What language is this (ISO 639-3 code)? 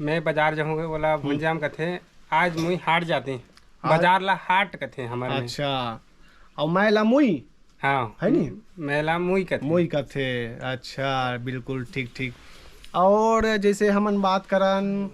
hne